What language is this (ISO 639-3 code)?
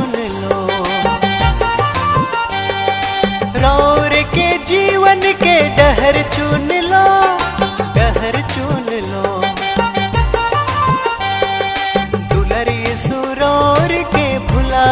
bho